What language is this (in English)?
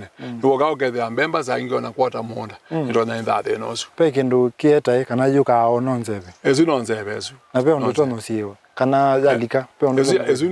Kamba